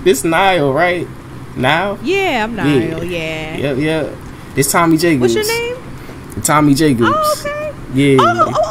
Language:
English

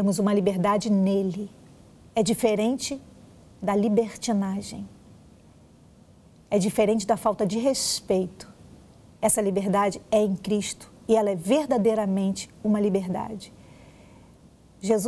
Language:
Portuguese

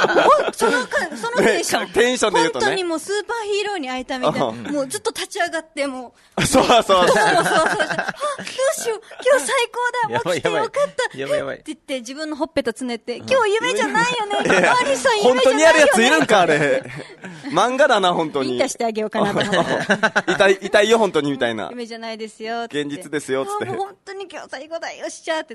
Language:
Japanese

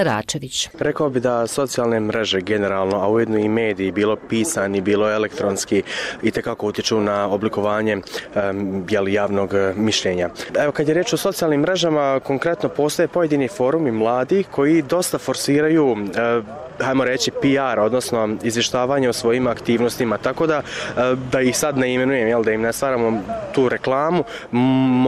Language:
Bosnian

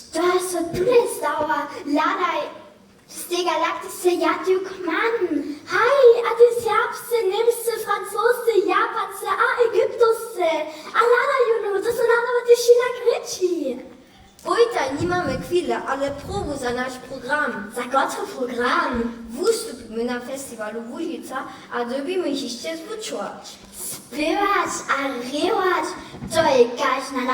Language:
Upper Sorbian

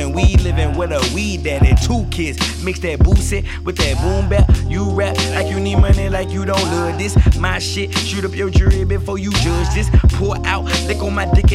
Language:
English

